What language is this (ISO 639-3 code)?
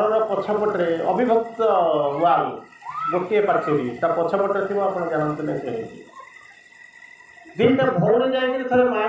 ori